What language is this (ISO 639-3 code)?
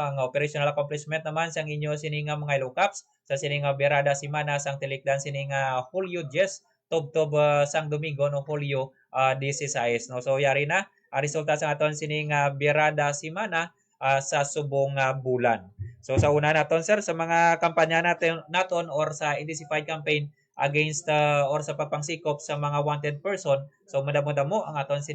hil